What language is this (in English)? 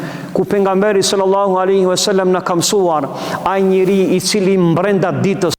Albanian